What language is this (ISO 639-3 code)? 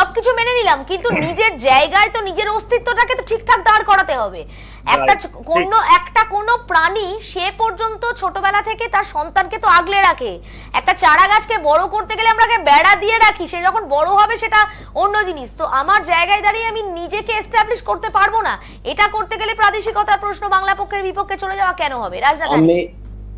ben